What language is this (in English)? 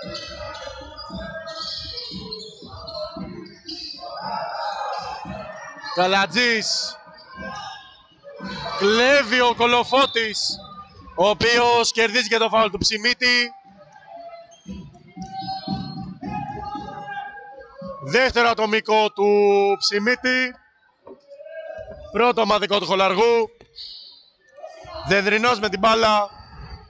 Greek